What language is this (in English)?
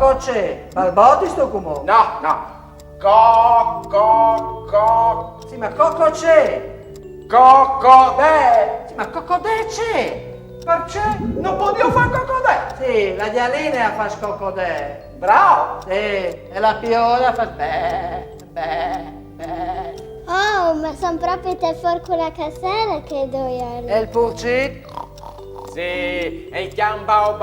Friulian